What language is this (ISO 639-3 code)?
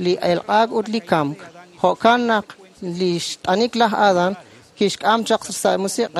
kek